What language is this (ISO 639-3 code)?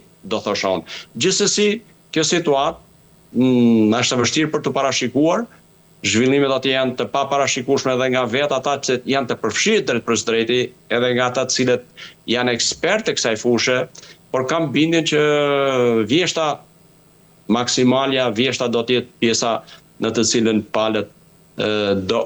sqi